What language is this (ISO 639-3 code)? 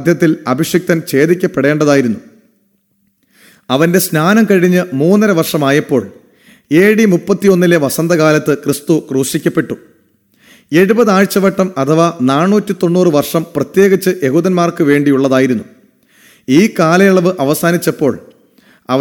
mal